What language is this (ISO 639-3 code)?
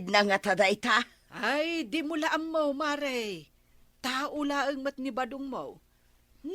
ilo